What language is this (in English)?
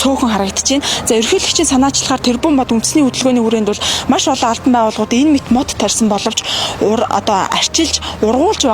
Mongolian